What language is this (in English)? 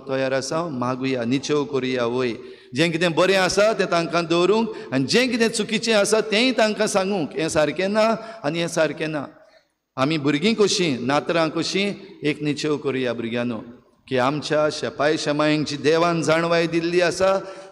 Konkani